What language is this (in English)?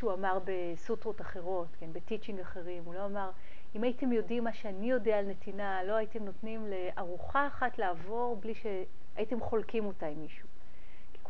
Hebrew